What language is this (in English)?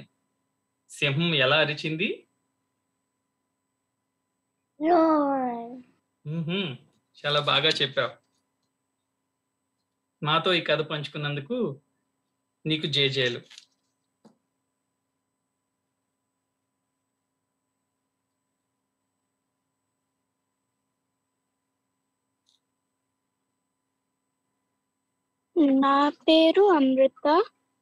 Telugu